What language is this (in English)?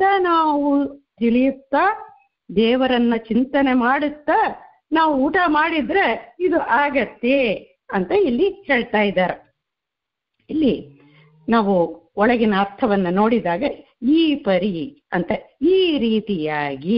Kannada